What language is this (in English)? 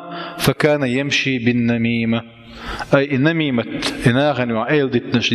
Chechen